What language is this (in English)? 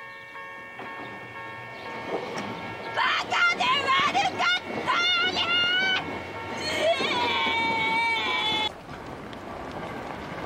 Japanese